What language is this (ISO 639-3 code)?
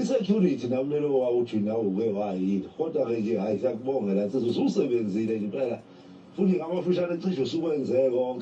zul